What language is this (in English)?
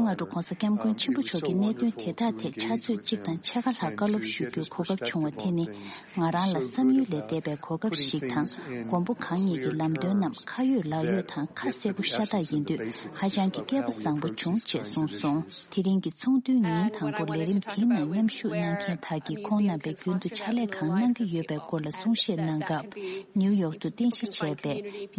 Tibetan